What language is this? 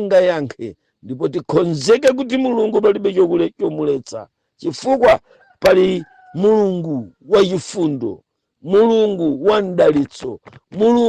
Nyanja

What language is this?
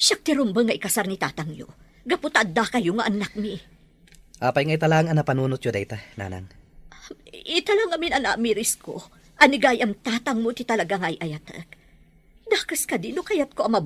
Iloko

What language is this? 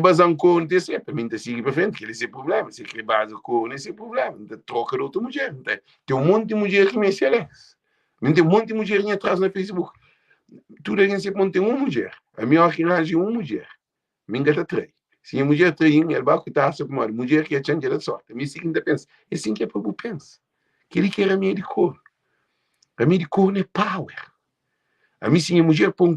Kabuverdianu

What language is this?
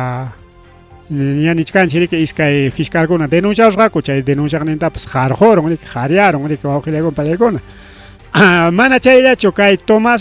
Ayacucho Quechua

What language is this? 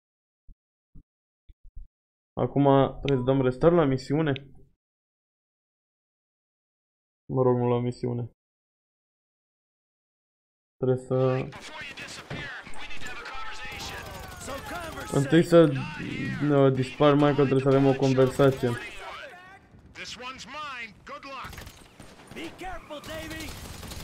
Romanian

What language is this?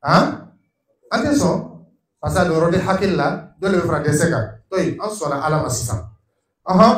Dyula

